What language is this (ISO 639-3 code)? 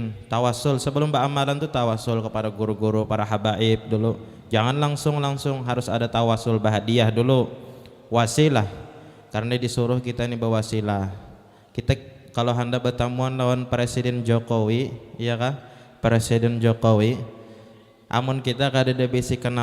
bjn